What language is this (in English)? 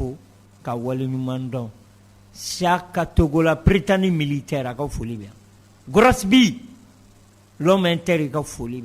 Bambara